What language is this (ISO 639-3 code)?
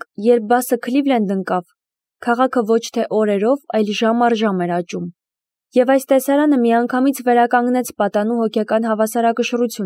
hye